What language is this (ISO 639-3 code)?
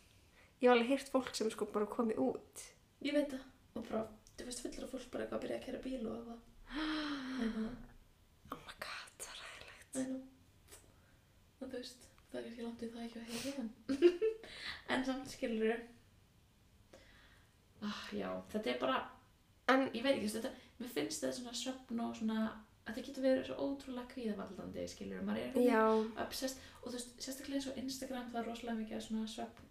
isl